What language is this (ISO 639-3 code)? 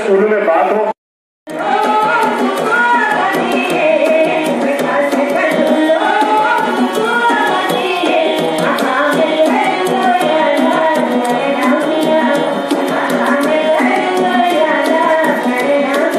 hin